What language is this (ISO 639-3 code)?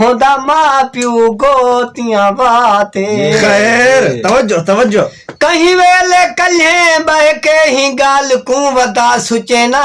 skr